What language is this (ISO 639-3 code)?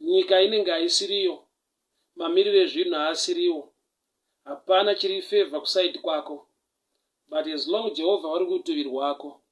sna